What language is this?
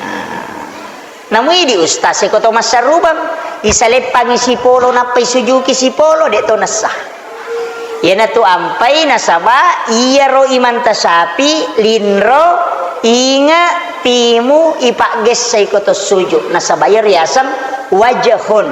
Buginese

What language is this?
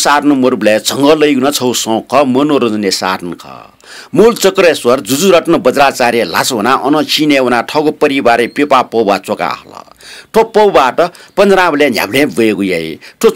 Newari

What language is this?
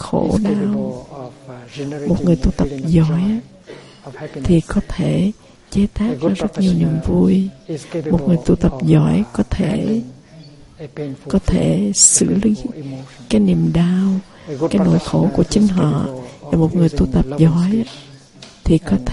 Vietnamese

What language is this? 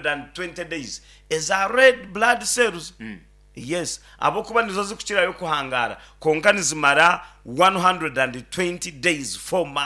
Nyankole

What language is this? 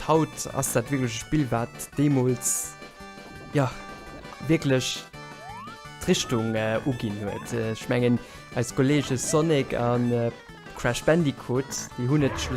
Luxembourgish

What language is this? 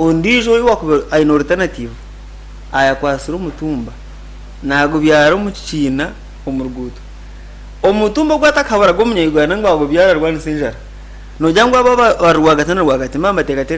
Nyankole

